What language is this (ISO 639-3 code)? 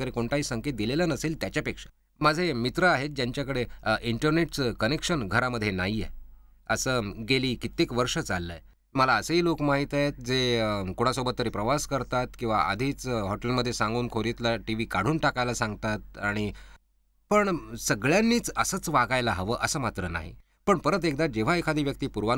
mar